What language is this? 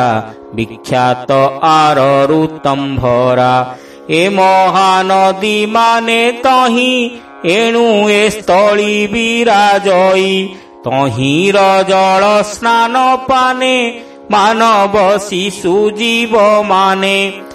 Odia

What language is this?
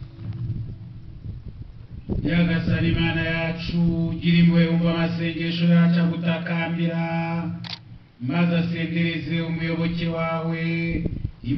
Kinyarwanda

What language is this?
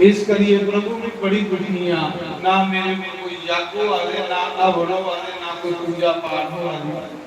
Dogri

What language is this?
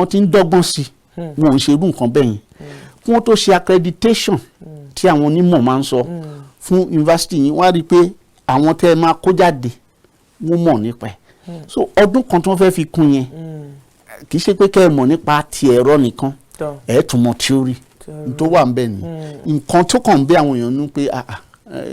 Yoruba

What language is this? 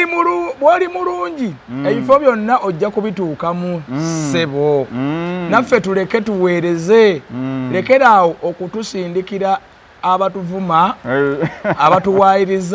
Ganda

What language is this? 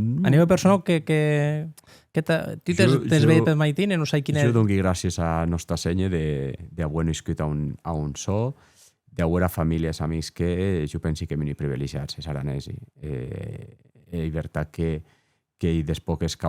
Occitan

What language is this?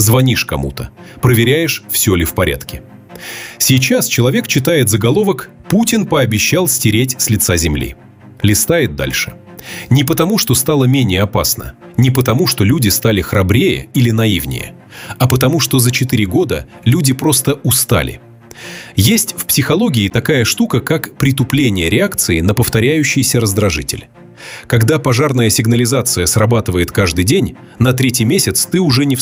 Russian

